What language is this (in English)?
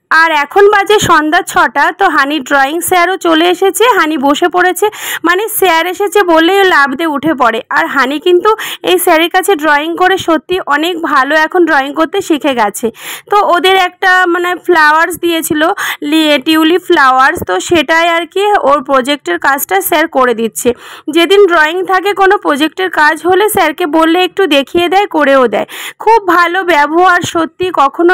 Bangla